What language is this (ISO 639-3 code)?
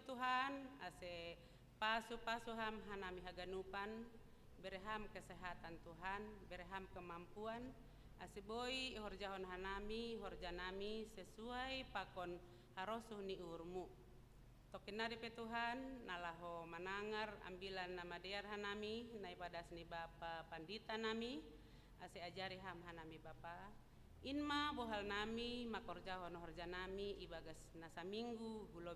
bts